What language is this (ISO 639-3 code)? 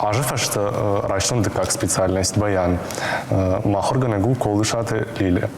oss